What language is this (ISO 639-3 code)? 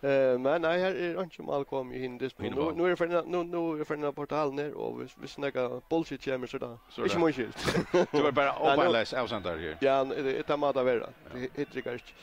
fao